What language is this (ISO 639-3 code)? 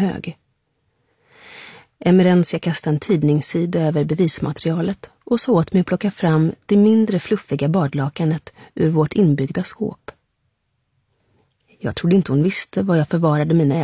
swe